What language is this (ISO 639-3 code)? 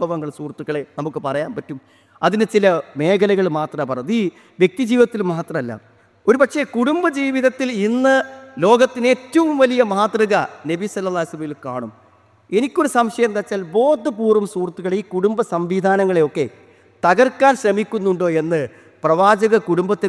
mal